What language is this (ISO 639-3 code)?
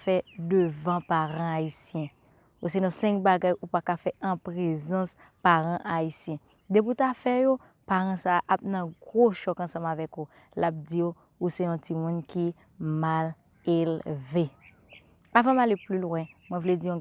hat